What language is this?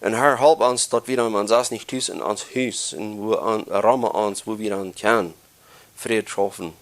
Plautdietsch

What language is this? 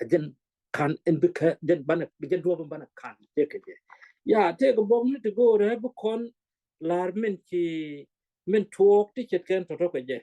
Nuer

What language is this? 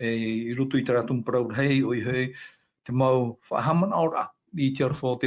Tahitian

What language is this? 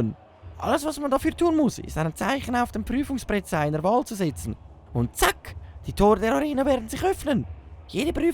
Swiss German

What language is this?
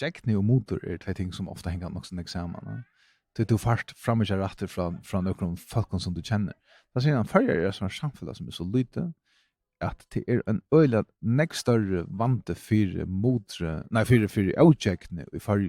Faroese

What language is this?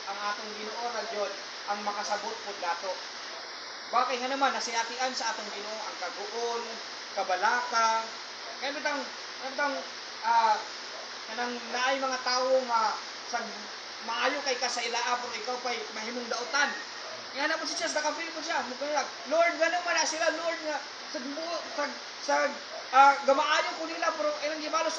Cebuano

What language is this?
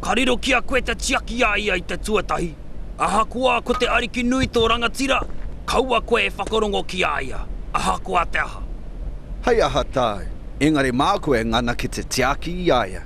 Māori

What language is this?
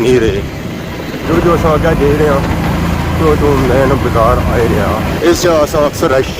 Pahari-Potwari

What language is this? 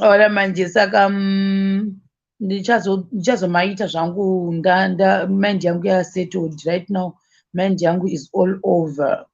Shona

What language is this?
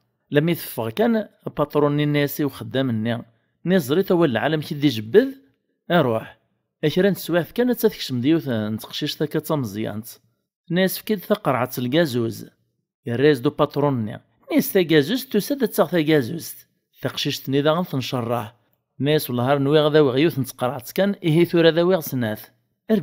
Kabyle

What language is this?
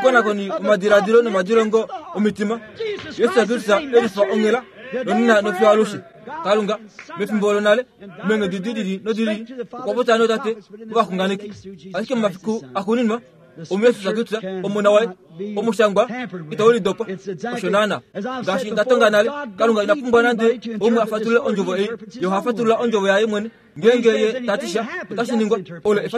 Kuanyama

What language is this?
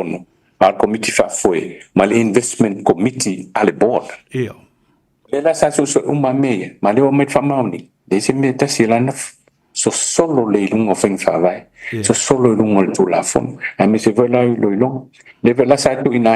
Samoan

